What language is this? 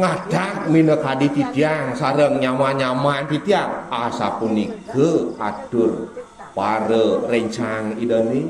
Balinese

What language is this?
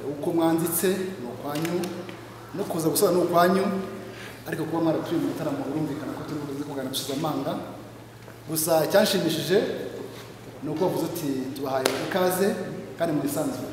Kinyarwanda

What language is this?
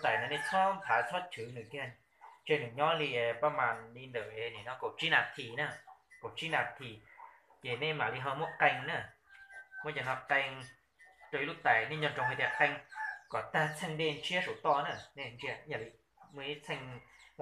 Hmong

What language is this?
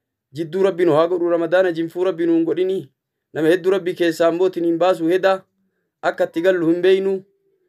Oromo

